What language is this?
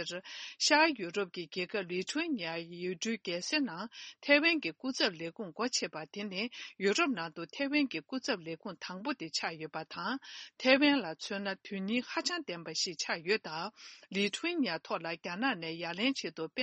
Tibetan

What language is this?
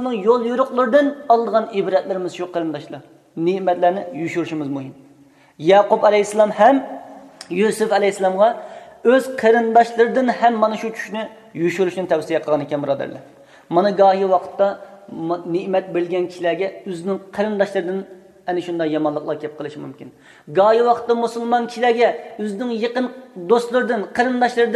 Uyghur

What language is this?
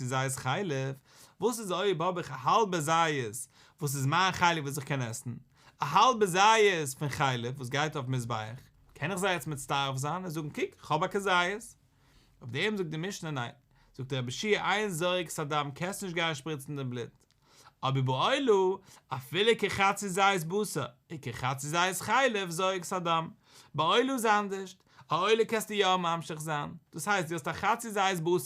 Yiddish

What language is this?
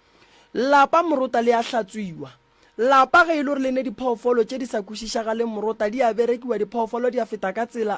Northern Sotho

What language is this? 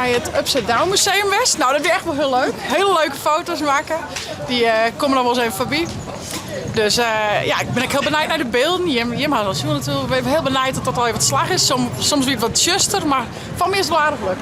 Western Frisian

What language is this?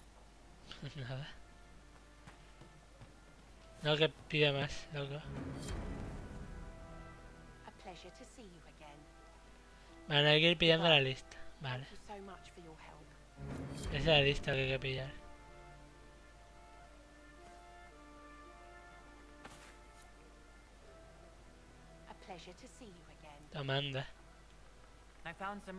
Spanish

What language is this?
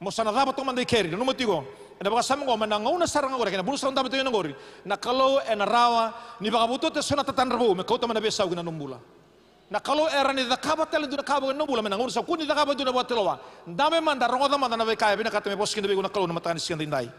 Fijian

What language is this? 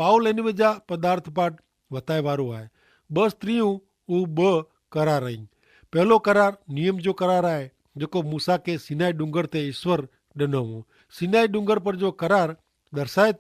Kachhi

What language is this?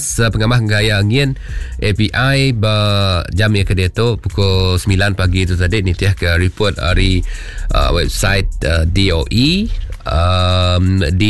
Iban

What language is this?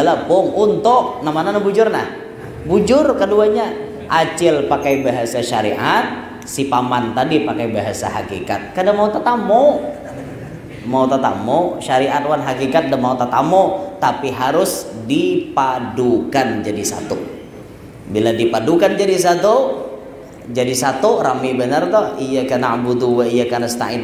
Banjar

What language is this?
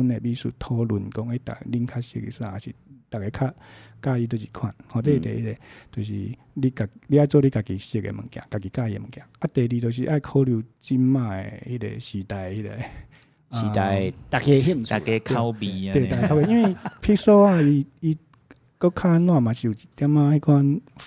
Min Nan Chinese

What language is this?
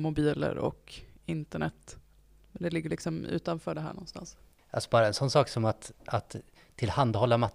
Swedish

